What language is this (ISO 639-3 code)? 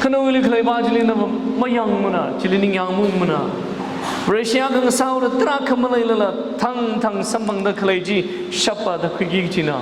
nmf